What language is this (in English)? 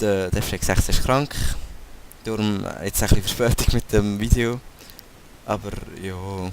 Swiss German